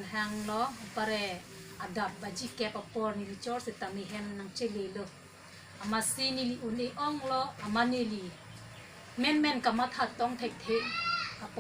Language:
Karbi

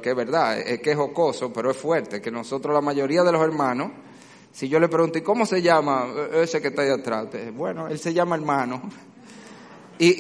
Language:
Spanish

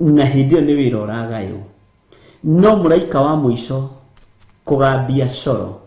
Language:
Kikuyu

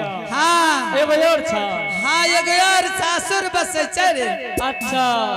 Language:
Angika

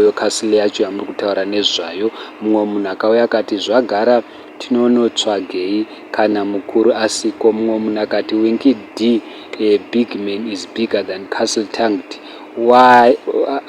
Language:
Shona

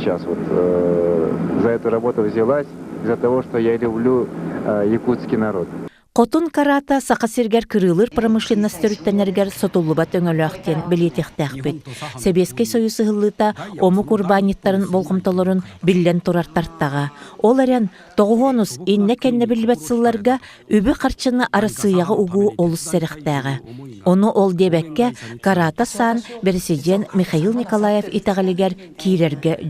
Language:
Yakut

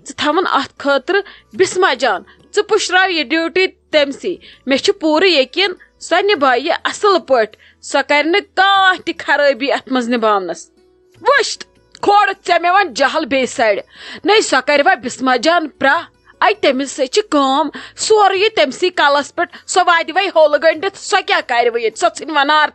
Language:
Kashmiri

